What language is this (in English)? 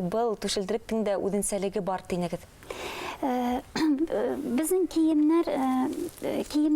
Bashkir